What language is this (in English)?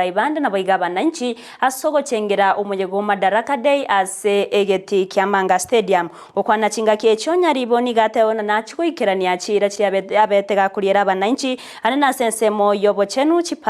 Gusii